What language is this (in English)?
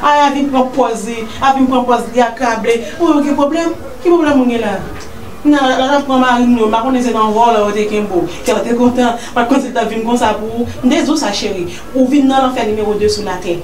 Haitian Creole